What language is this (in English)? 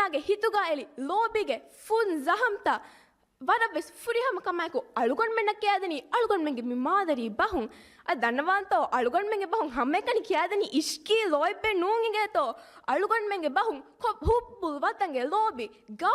Divehi